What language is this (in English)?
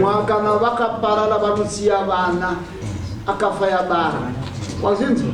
Shona